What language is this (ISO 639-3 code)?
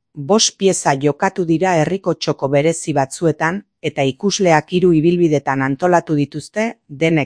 eus